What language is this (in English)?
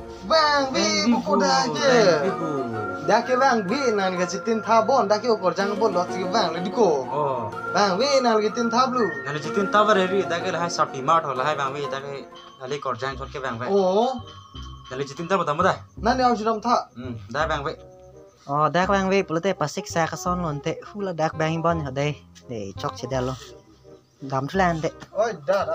Karbi